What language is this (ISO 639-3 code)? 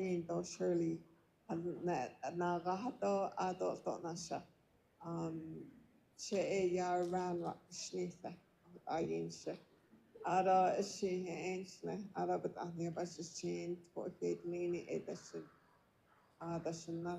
nav